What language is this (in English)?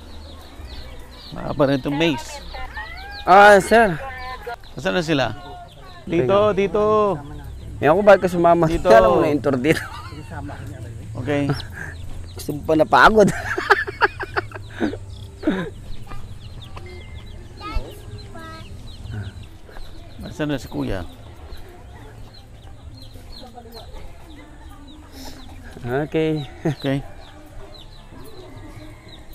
Filipino